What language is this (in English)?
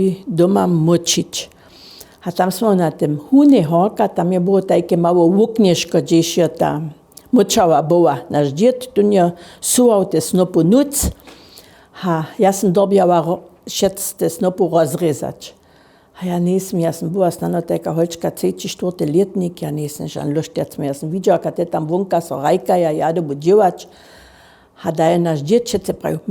Upper Sorbian